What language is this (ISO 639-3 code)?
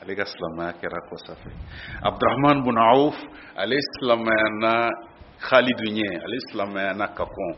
bam